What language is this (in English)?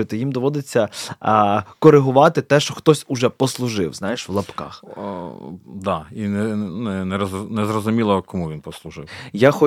Ukrainian